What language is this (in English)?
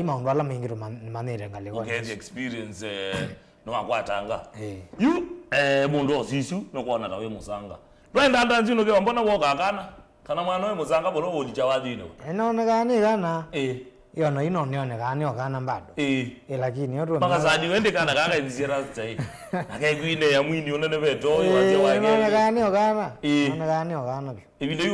Kamba